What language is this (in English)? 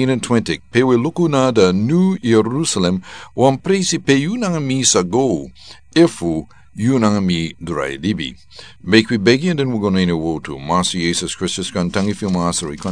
Sranan Tongo